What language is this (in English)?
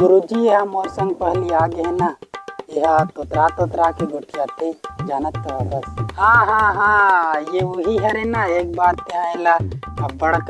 Chhattisgarhi